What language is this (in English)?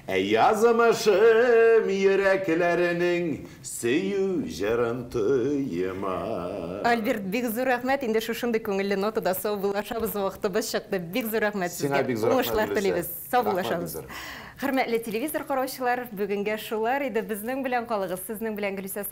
Tatar